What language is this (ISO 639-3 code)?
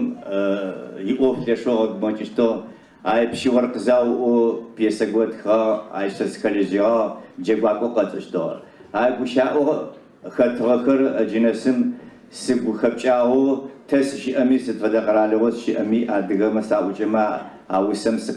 ady